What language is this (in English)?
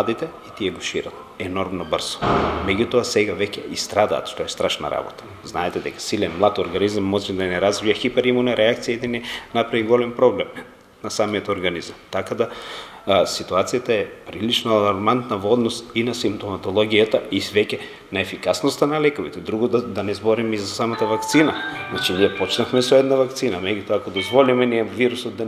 Macedonian